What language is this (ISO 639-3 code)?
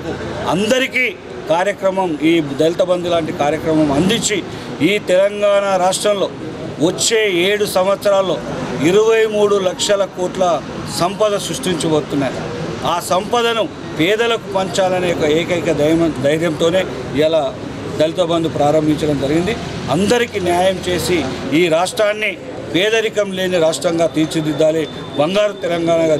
tel